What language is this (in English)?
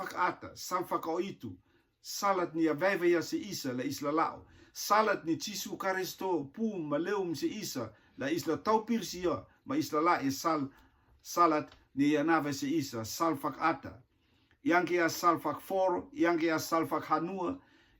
Rotuman